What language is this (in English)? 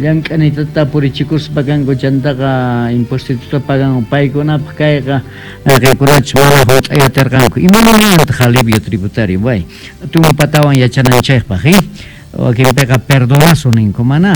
Quechua